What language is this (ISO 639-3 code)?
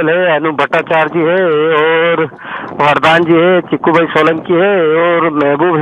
hin